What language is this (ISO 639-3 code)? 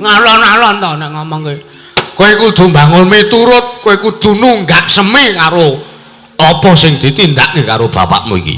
jav